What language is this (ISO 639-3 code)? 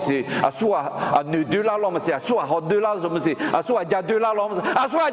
ahk